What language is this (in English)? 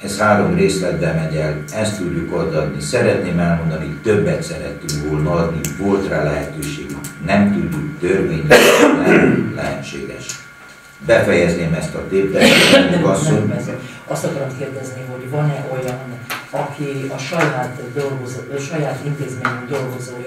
Hungarian